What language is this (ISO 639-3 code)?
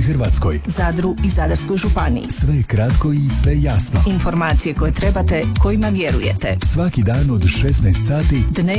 hrv